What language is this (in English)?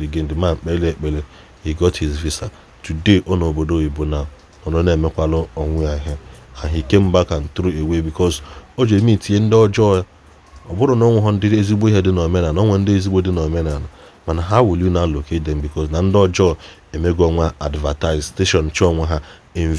Igbo